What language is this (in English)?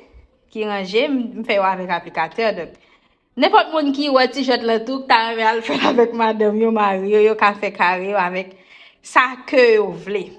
Haitian Creole